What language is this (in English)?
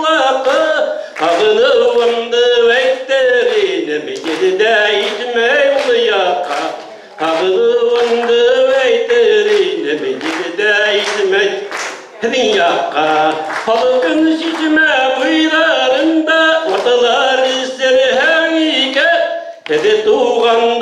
Bashkir